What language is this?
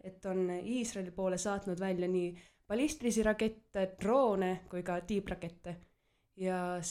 Estonian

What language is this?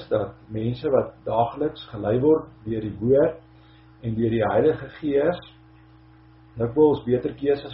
Afrikaans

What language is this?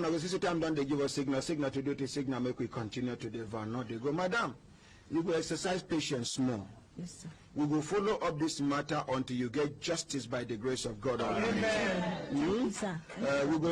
Nigerian Pidgin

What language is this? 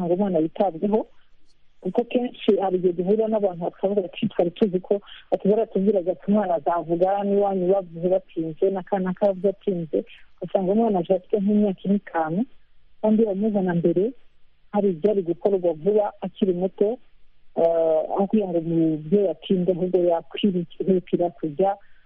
Kinyarwanda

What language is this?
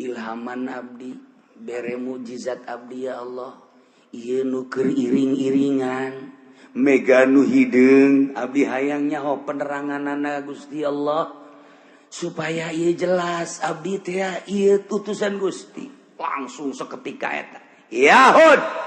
Sundanese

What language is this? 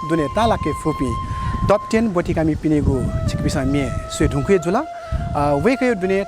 Newari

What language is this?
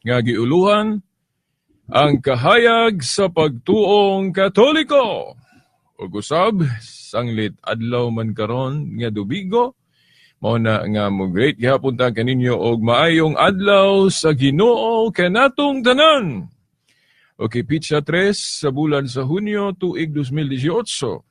Cebuano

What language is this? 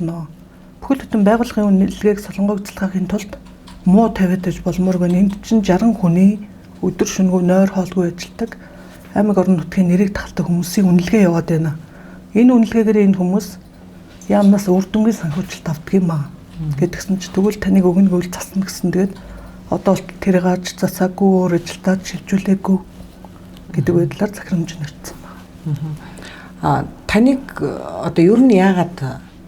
Mongolian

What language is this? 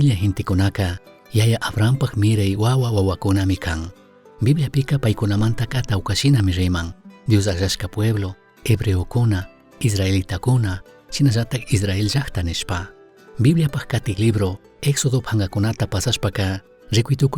Chimborazo Highland Quichua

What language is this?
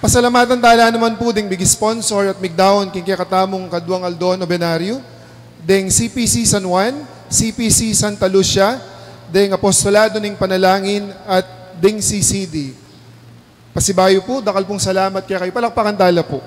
Pampanga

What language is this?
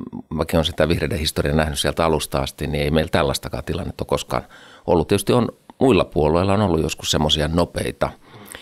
Finnish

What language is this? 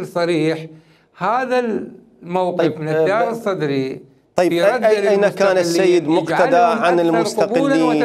Mesopotamian Arabic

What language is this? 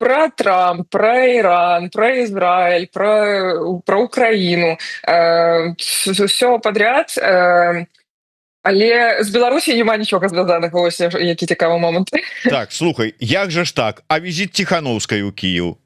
Belarusian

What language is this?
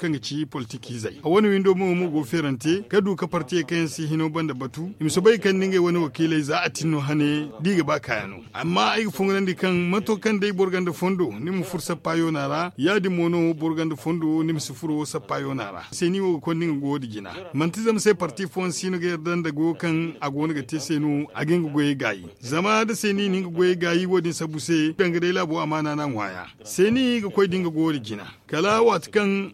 Zarma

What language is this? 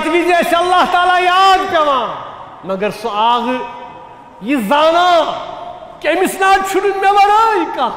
Kashmiri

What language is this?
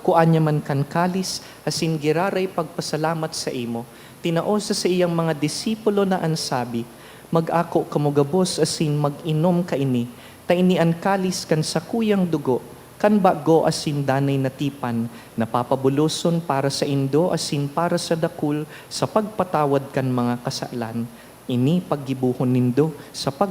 Bikol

